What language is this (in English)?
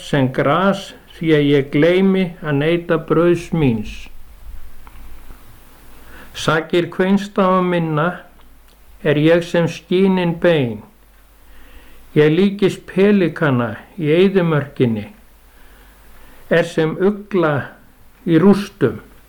Icelandic